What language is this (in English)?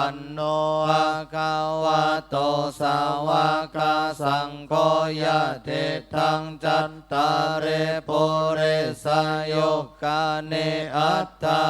Pali